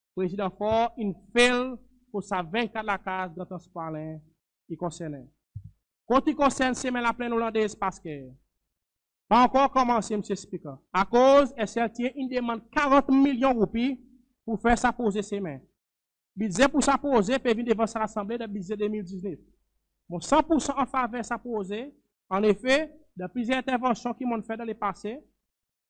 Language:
Seselwa Creole French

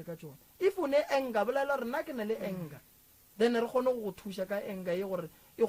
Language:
Northern Sotho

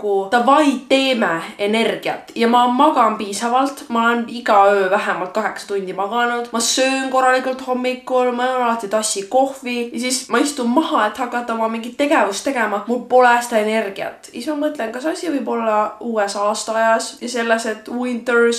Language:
Estonian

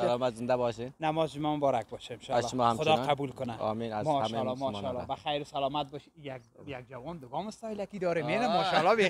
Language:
Persian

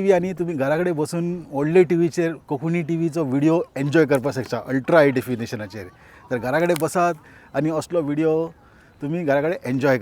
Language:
Konkani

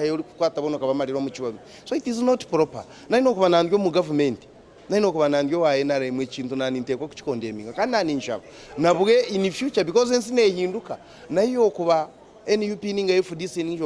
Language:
Nyankole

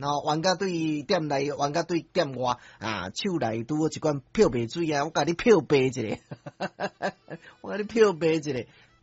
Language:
Min Nan Chinese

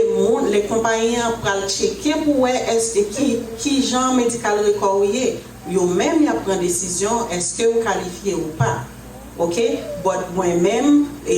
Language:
Haitian Creole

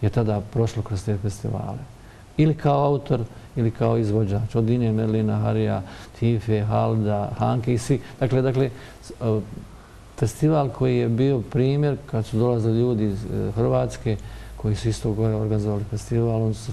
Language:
Bosnian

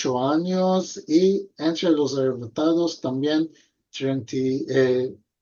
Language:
Ladino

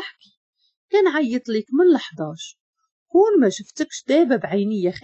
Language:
Moroccan Arabic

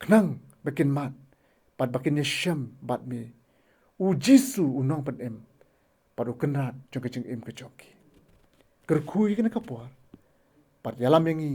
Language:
Khasi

